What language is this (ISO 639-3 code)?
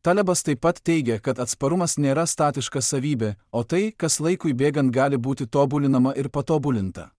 lit